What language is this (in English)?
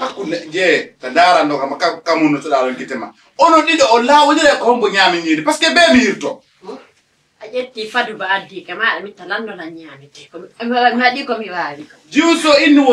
Fula